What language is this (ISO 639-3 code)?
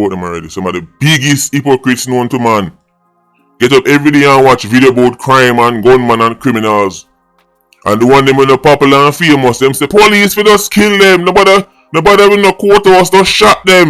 jam